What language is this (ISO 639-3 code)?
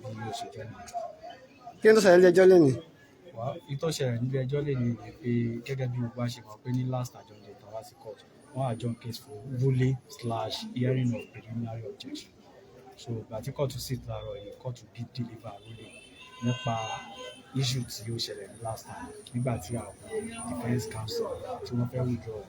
yor